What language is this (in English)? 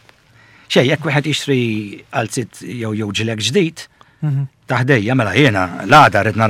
Maltese